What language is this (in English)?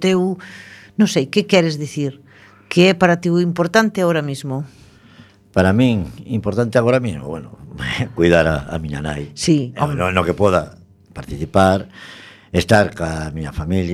Galician